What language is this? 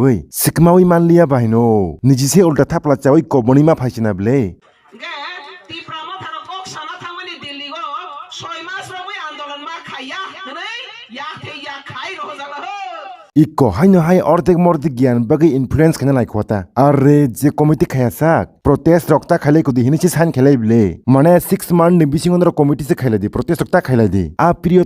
Kok Borok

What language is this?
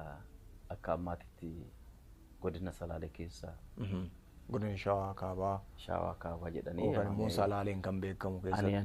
Oromo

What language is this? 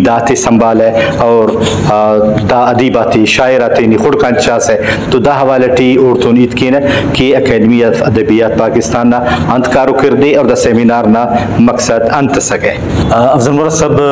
Brahui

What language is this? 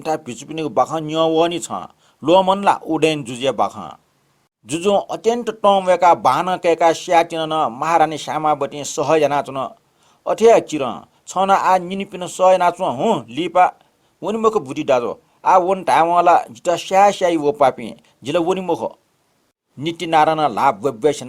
Newari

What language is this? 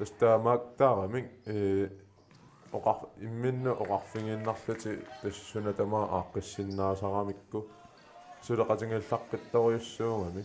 Kalaallisut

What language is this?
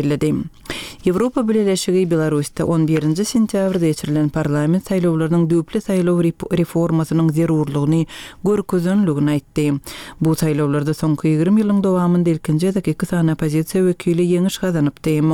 Turkmen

